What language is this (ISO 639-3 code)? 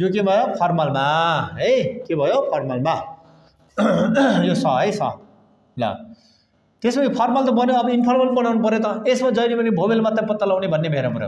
nep